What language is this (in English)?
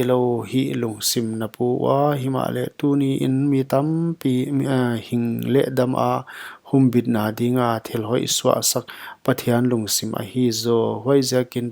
Paite Chin